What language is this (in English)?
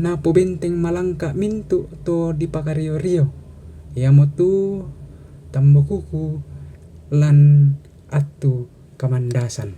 Toraja-Sa'dan